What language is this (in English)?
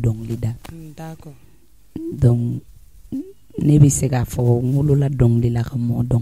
Bambara